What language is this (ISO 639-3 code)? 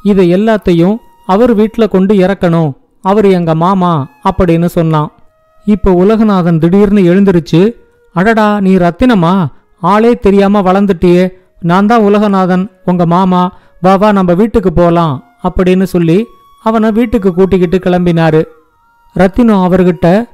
tam